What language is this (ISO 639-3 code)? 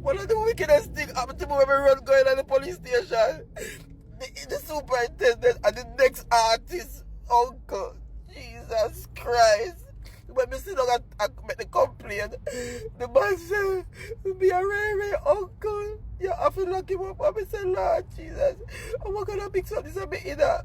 jam